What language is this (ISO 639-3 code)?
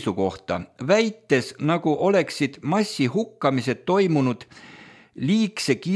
est